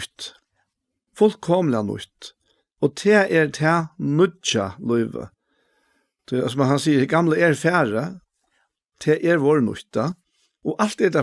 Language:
Faroese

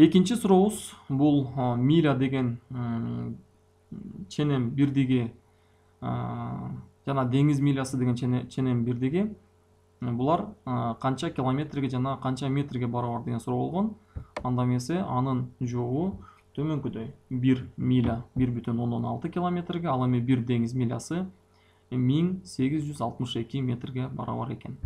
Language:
Kyrgyz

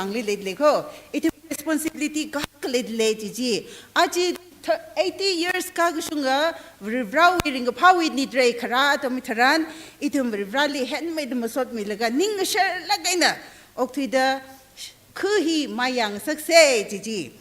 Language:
Tangkhul Naga (India)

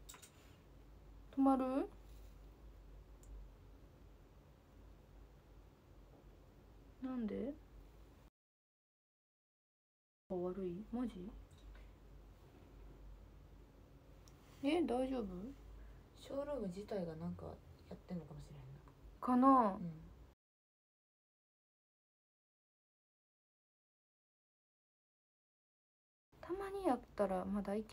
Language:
Japanese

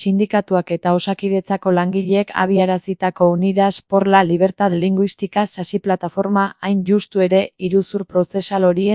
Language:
Basque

